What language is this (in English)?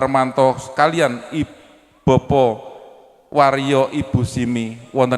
Javanese